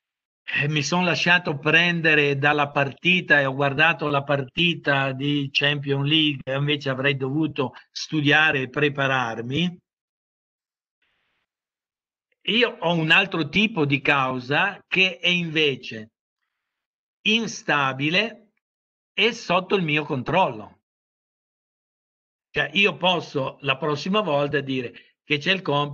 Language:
Italian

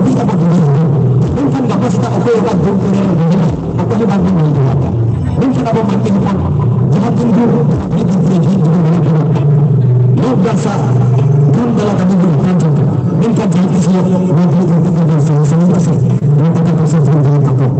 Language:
Santali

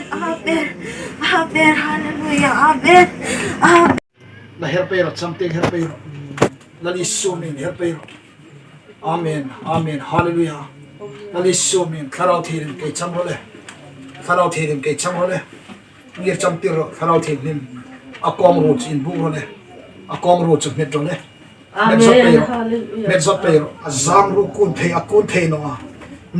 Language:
Hmar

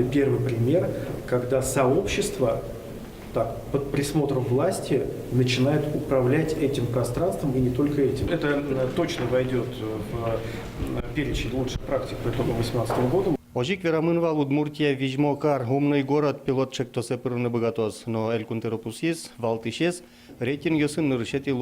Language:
Udmurt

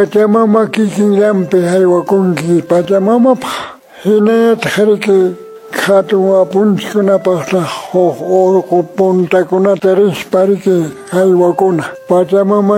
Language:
Quechua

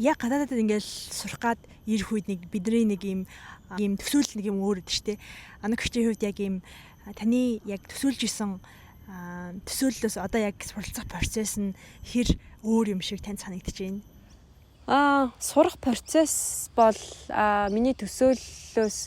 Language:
Mongolian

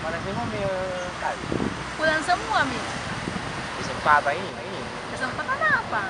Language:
Makassar Malay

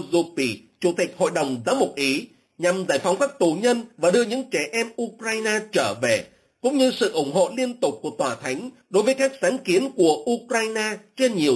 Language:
Vietnamese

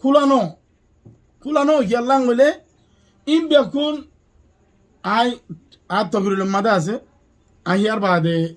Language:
Rohingya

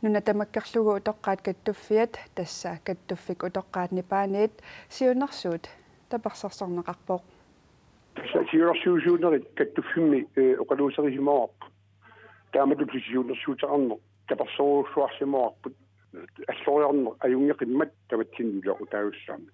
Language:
Kalaallisut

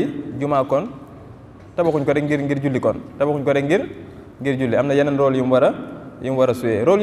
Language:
Wolof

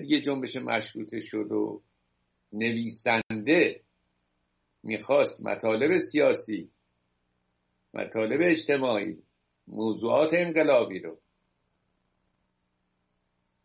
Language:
Persian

